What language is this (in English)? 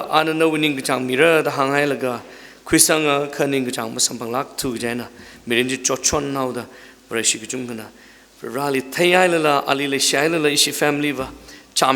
Tangkhul Naga (India)